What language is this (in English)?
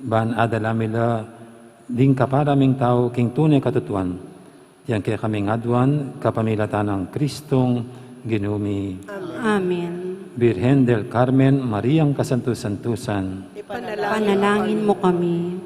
Pampanga